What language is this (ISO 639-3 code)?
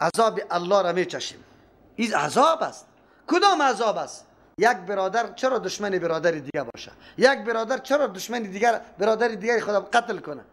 fas